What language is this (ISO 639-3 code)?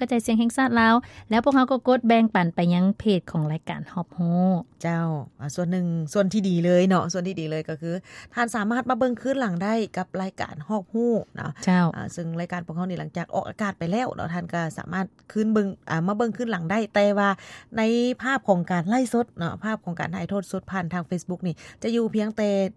lao